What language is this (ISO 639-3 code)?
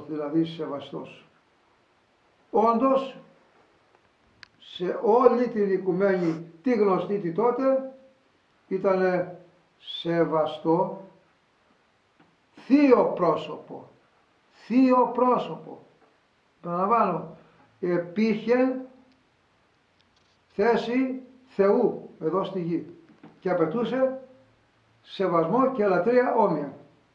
ell